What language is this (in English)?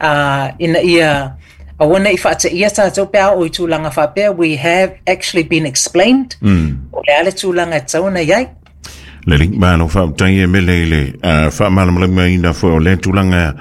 Samoan